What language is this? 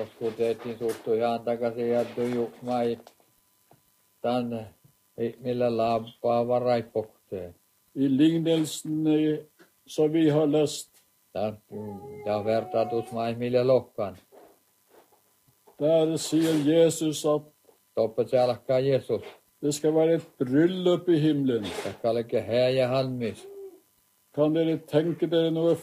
Norwegian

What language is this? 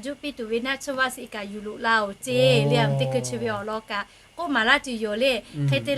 Lahu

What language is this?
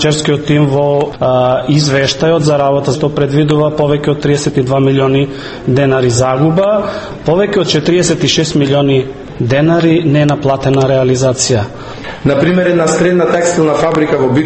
Macedonian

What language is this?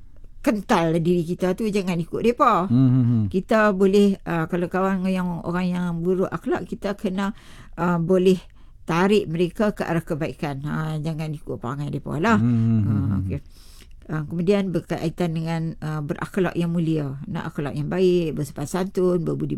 Malay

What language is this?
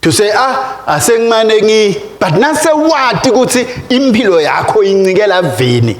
Swati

